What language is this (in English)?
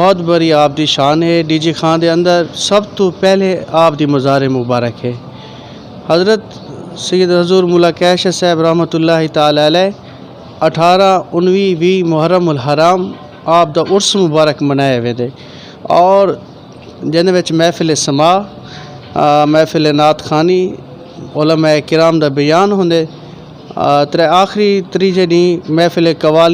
Saraiki